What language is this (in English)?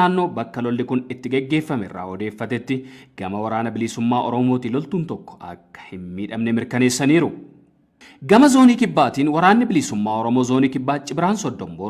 Oromo